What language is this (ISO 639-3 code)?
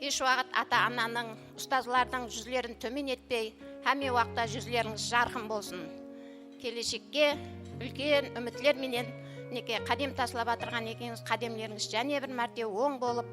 kaa